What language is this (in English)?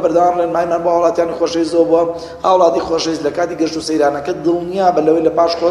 Central Kurdish